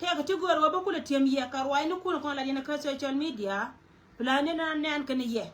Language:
Nuer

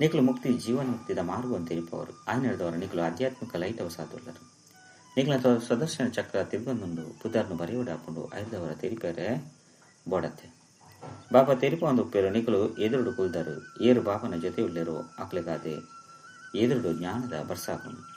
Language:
Tulu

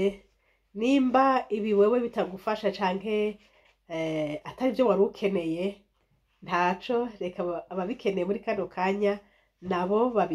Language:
Rundi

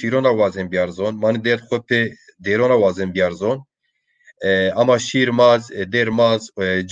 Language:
Zaza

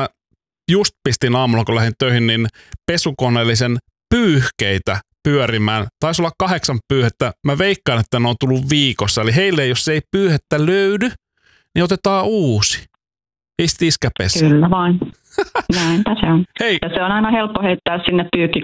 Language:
Finnish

